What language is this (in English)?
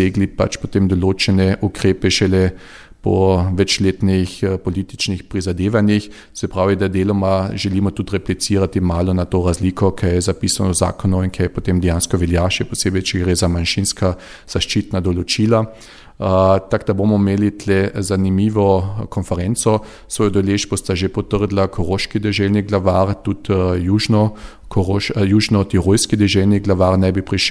Slovenian